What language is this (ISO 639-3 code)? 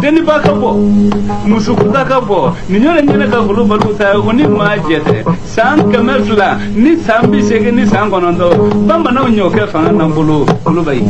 bam